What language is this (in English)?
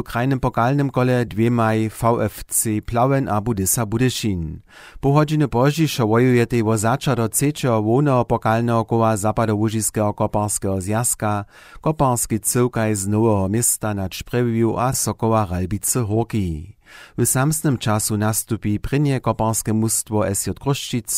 Upper Sorbian